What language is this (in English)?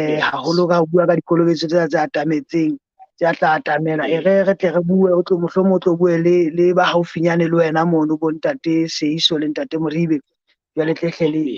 Southern Sotho